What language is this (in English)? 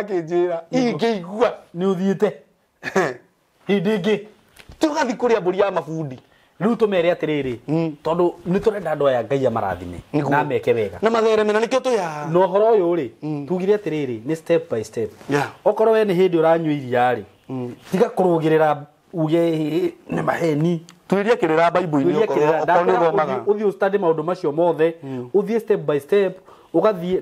Kikuyu